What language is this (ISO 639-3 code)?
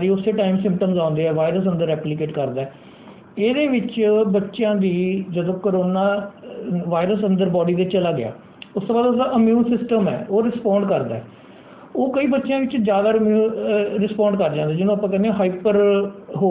pan